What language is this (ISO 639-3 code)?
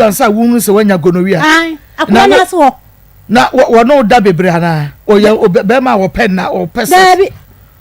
aka